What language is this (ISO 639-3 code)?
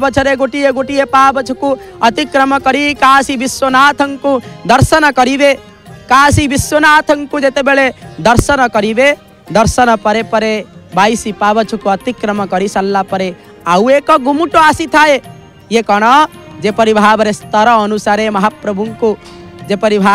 ori